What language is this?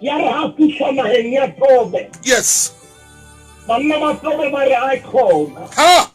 Southern Sotho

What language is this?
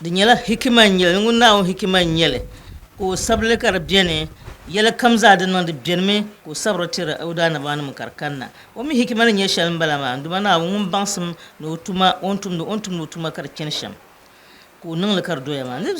Dagbani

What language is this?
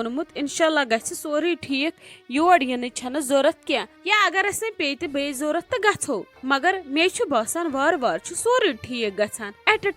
Kashmiri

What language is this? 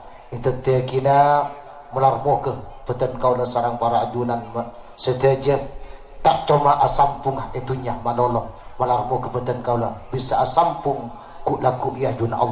Madurese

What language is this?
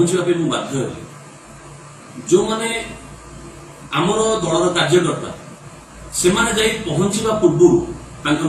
Odia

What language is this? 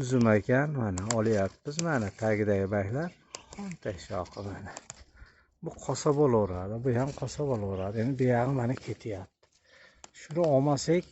Uzbek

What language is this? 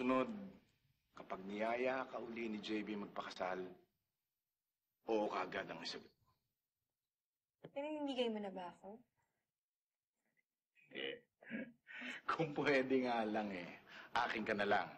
Filipino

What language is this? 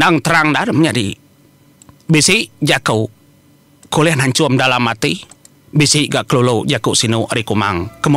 Iban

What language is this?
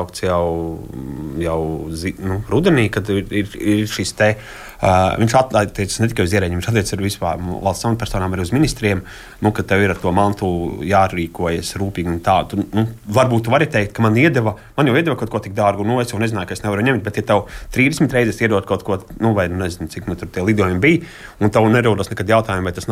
Latvian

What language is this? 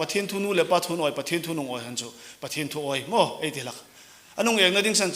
Hmar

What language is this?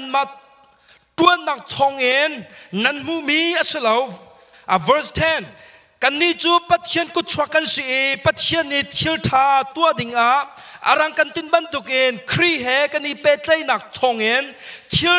Hakha Chin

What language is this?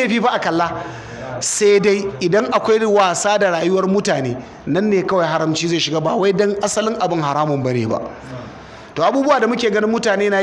Hausa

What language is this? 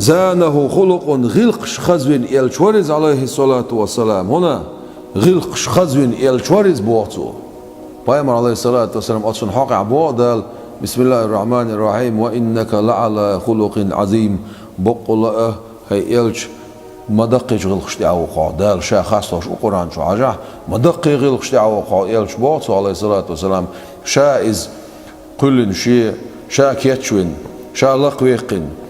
Chechen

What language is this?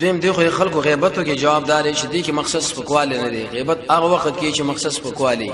Pashto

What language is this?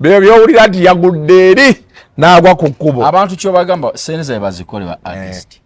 Ganda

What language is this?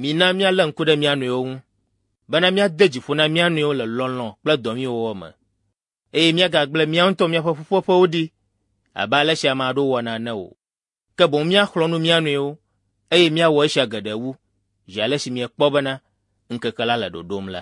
Ewe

